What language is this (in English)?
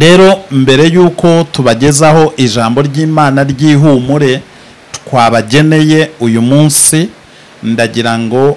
Kinyarwanda